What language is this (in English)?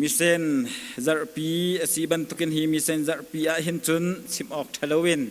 Hakha Chin